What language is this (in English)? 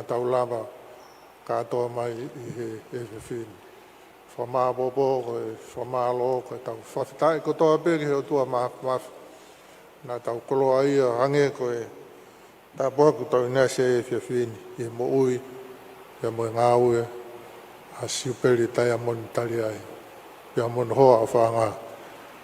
Tongan